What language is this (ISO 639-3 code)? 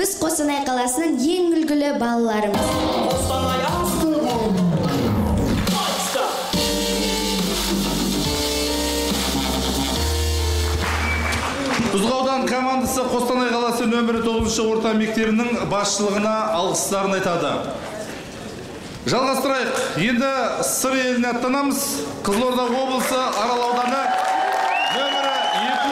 kaz